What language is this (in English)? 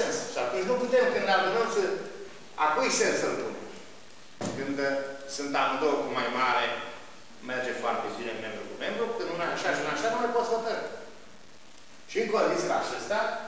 Romanian